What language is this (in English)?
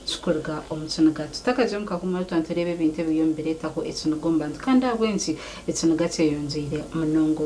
Nyankole